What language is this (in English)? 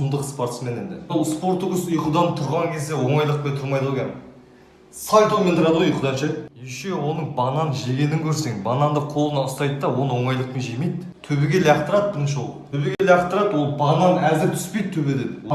Kazakh